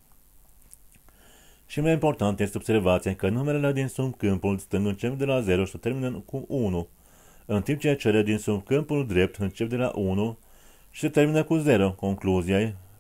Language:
Romanian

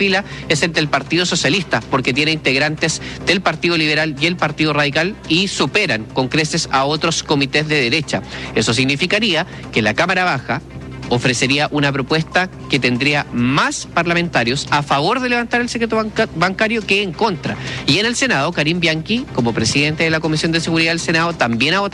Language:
Spanish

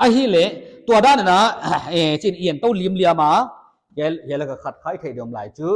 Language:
Paite Chin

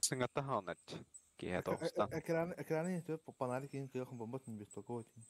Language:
Yakut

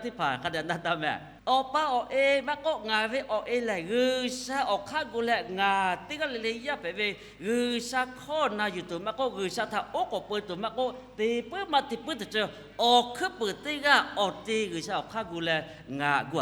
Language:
Lahu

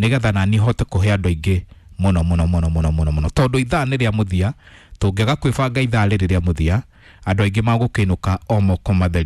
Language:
Kikuyu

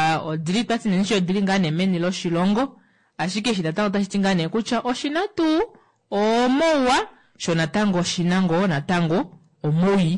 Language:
Kuanyama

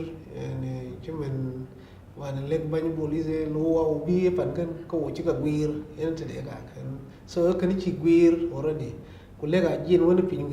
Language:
Dinka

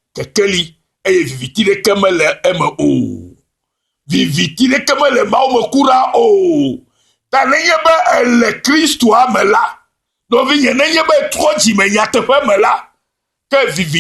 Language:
Ewe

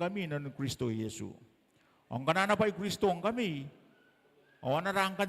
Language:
Gilbertese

